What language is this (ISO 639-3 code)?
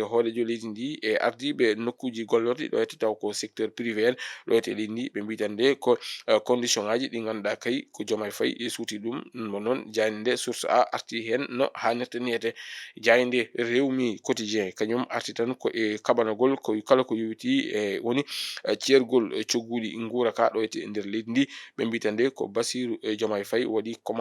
ful